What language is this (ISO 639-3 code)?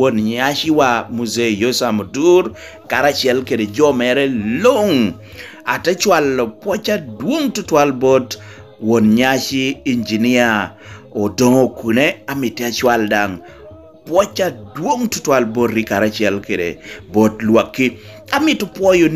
laj